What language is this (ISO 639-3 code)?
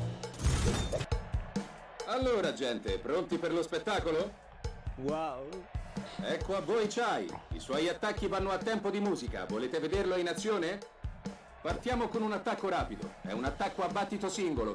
ita